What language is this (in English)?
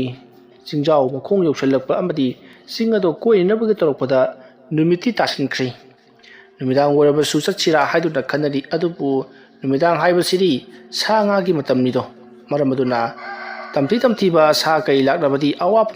Manipuri